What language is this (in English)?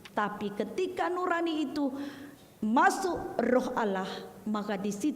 Batak Karo